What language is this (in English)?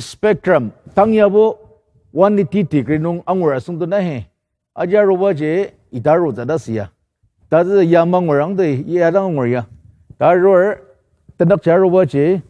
Ao Naga